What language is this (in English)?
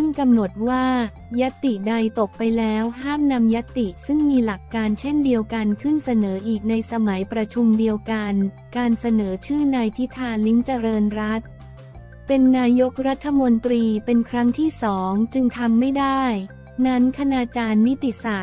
Thai